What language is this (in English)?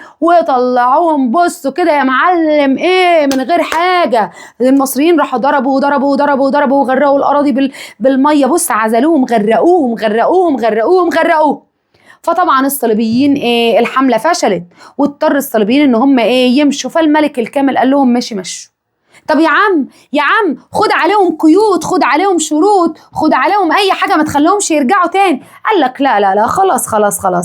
Egyptian Arabic